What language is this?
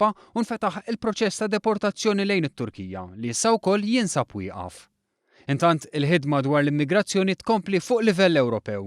Maltese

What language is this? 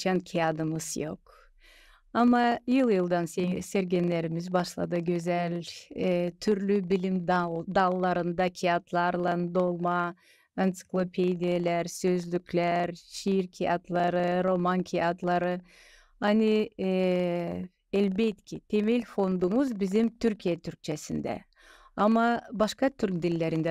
Gagauz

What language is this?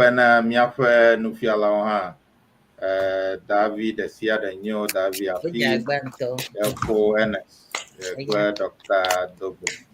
Ewe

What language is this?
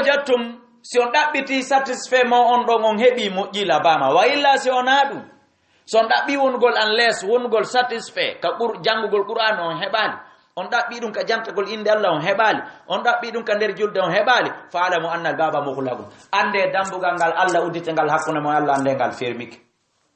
Fula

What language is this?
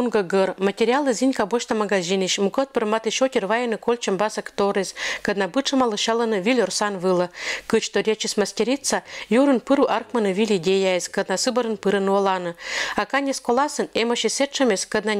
Komi-Permyak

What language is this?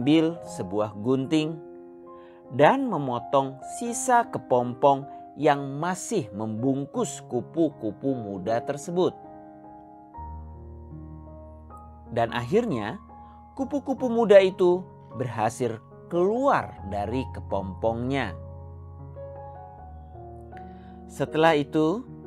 Indonesian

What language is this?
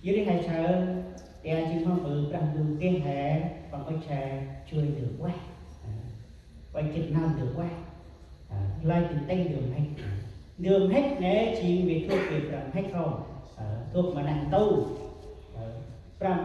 Central Mnong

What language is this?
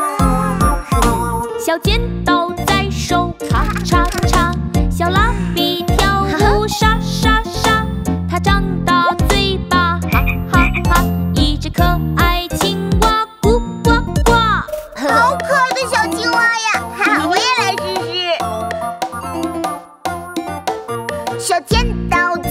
Chinese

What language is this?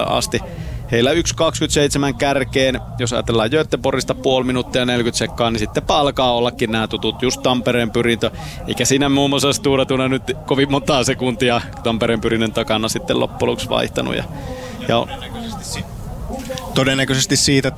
Finnish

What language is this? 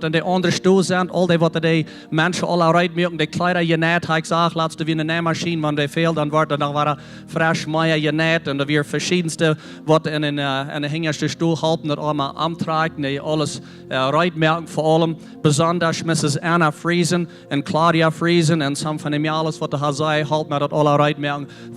Plautdietsch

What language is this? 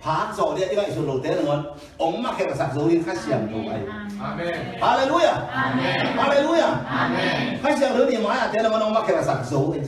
Tedim Chin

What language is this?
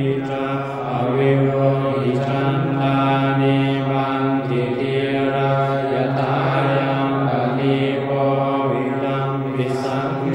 Pali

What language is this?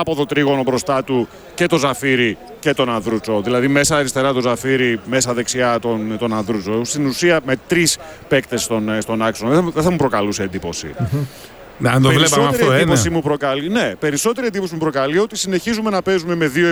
Greek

